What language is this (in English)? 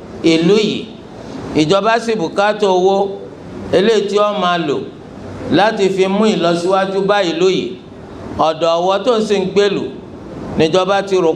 Yoruba